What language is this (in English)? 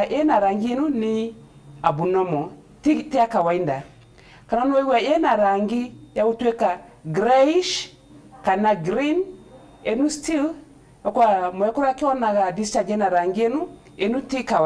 Meru